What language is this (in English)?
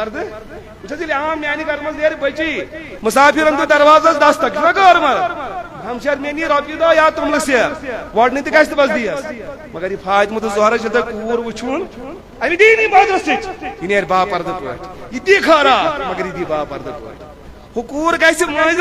Kashmiri